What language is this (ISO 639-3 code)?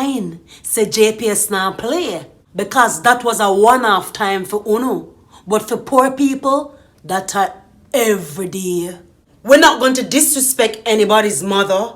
jam